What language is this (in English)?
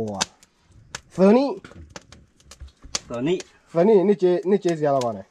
S'gaw Karen